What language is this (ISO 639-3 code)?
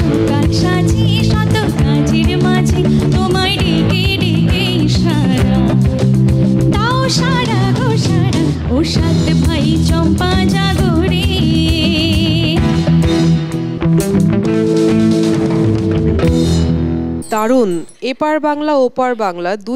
ben